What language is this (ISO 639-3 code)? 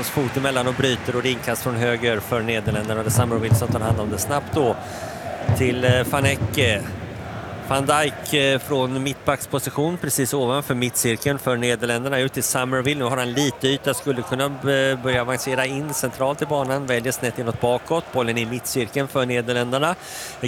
swe